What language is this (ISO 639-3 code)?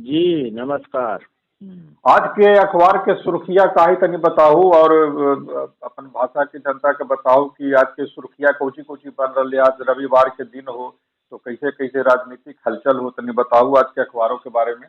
mag